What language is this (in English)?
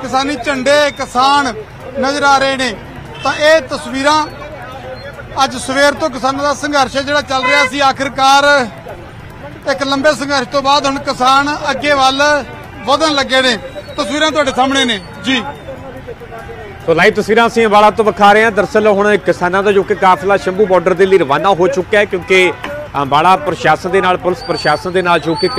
Punjabi